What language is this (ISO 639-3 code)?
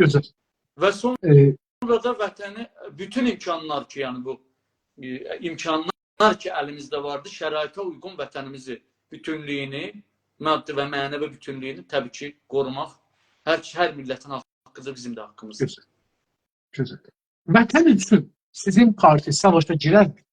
azb